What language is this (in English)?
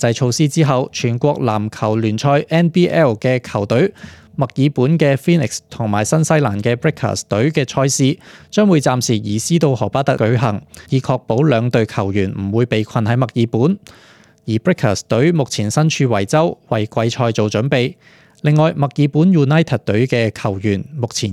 Cantonese